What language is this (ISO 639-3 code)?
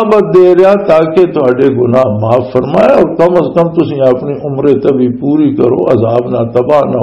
lah